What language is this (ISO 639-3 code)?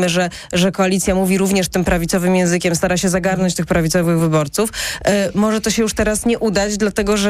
pol